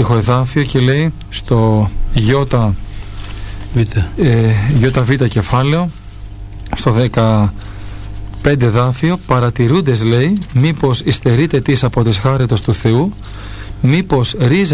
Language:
Greek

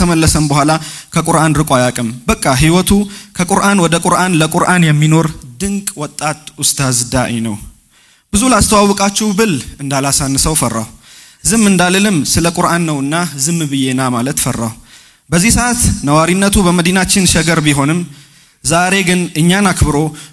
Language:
Amharic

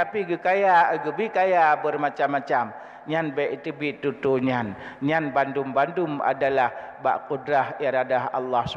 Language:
Achinese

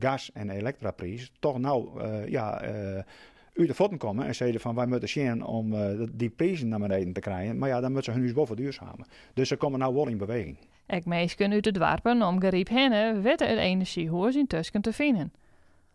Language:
Western Frisian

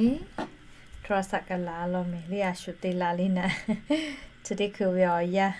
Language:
Lahu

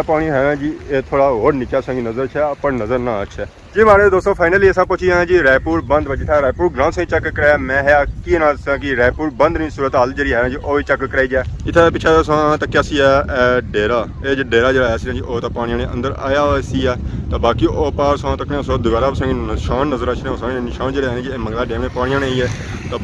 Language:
Pahari-Potwari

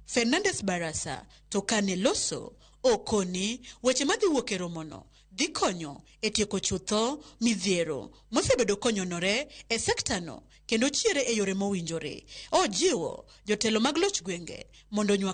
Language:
Luo (Kenya and Tanzania)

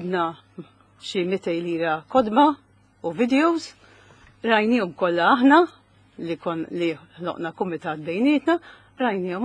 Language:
Maltese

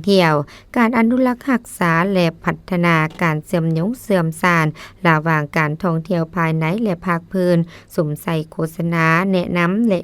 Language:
Lao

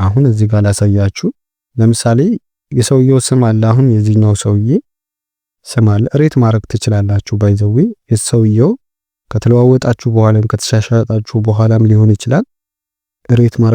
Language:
Amharic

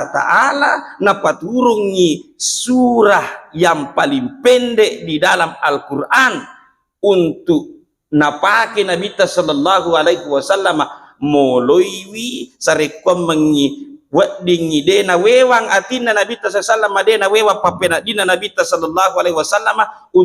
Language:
Buginese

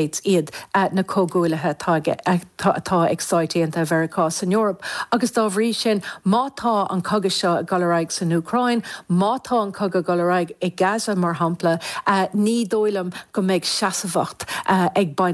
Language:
Irish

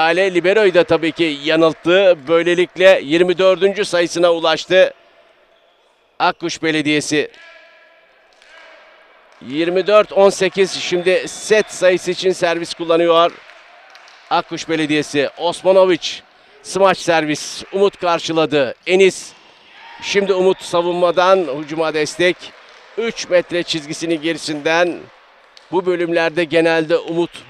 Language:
Turkish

